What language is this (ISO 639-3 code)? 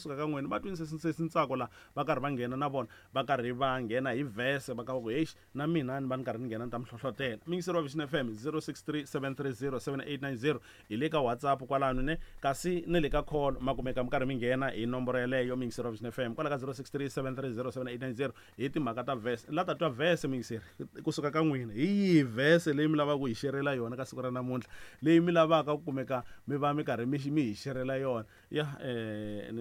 tso